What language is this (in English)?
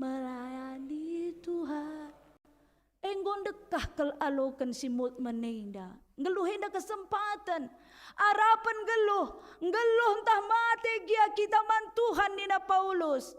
Batak Karo